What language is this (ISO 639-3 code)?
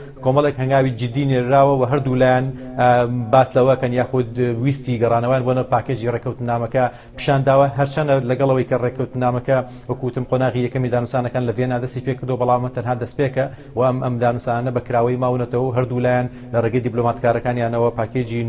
ckb